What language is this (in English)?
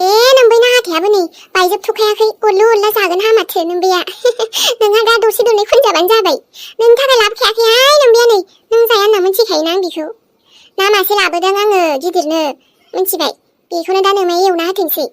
Bodo